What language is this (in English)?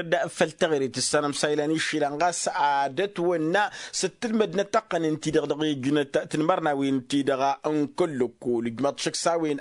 Tamasheq